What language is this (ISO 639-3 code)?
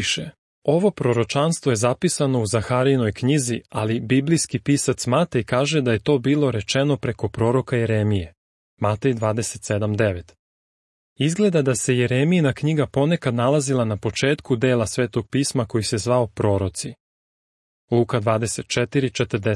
srp